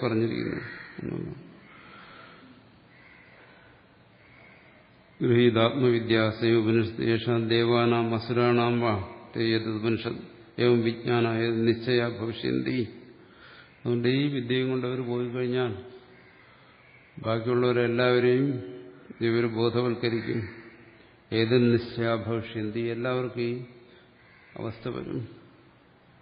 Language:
Malayalam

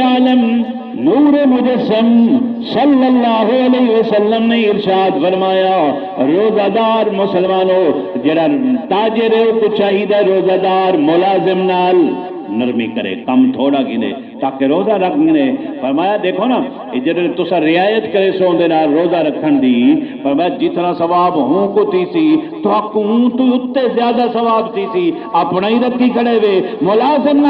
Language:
Saraiki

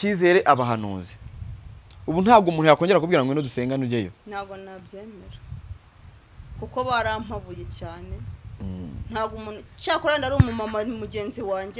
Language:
Kinyarwanda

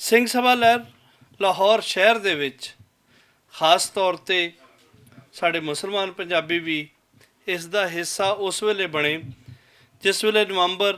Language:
Western Panjabi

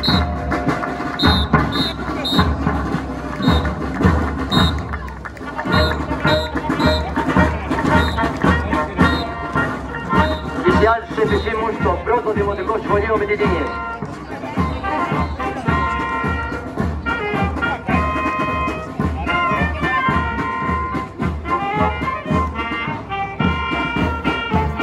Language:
Greek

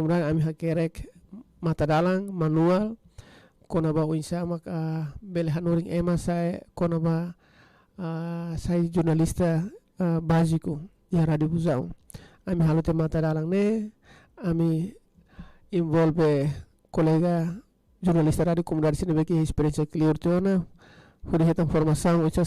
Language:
Tetum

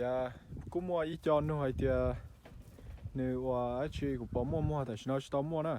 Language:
Hmong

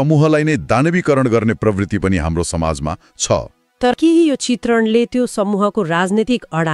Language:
Nepali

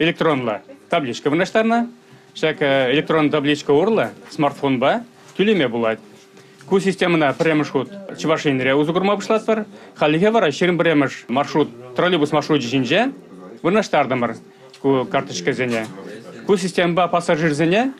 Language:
Chuvash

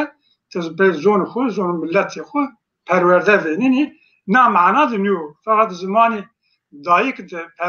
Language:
Zaza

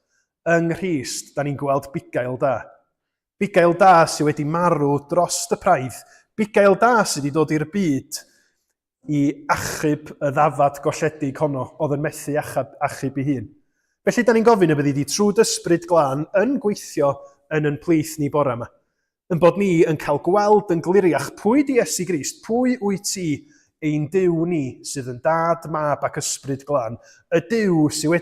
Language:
Welsh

